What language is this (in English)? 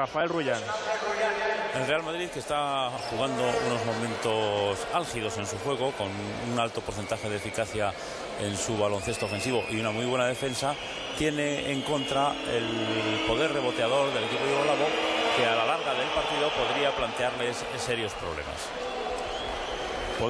Spanish